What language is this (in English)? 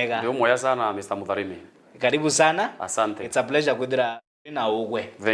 Meru